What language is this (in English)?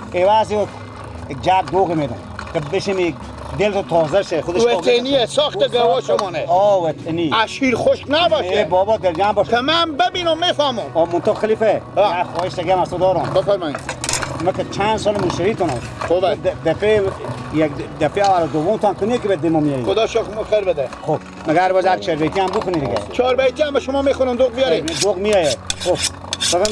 Persian